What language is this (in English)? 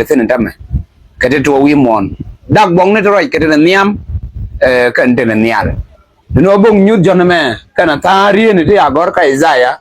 Nuer